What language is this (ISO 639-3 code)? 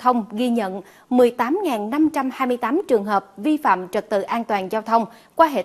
vie